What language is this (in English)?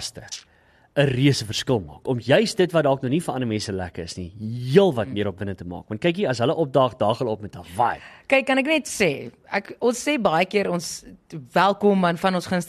Afrikaans